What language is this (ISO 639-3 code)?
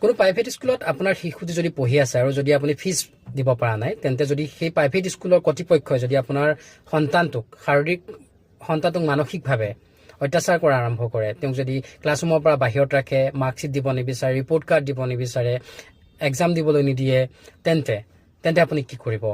asm